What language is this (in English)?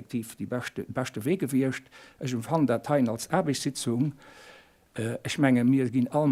Luxembourgish